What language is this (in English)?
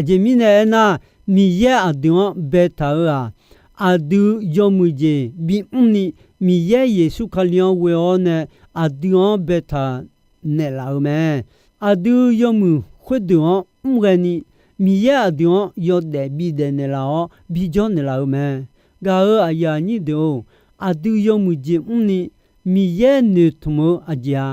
Akha